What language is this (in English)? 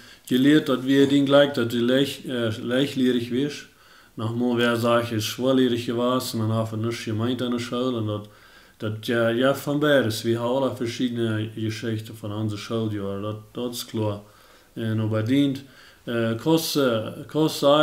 Plautdietsch